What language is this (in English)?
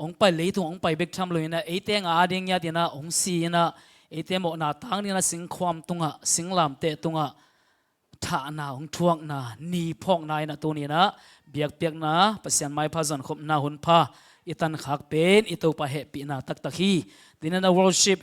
Tedim Chin